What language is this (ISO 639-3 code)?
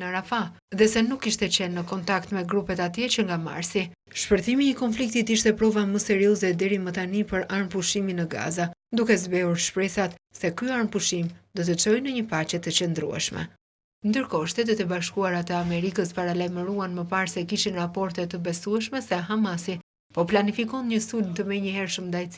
sqi